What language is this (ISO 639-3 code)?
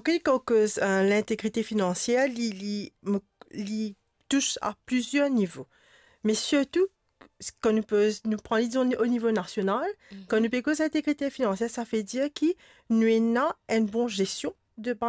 mfe